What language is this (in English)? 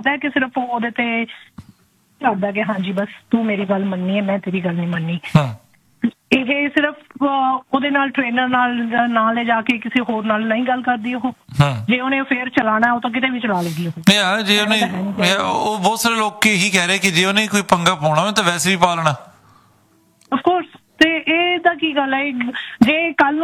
Punjabi